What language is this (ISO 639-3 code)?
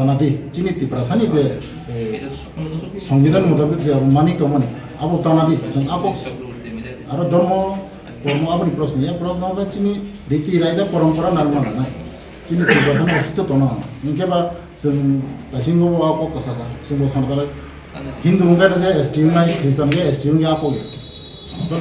trp